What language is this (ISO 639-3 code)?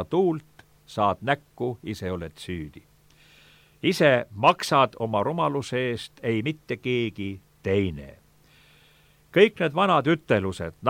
est